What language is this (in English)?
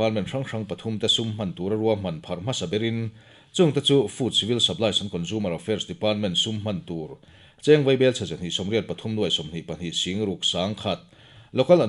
Mizo